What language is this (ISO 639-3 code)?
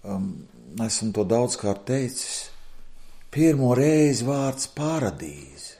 lav